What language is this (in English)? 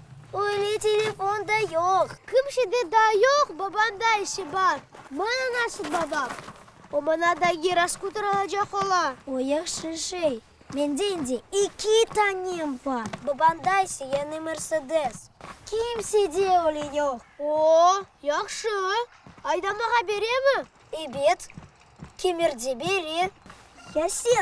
Crimean Tatar